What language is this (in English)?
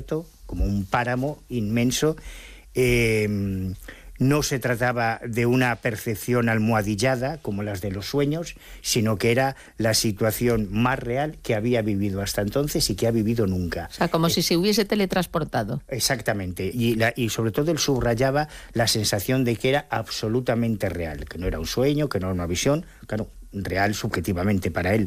Spanish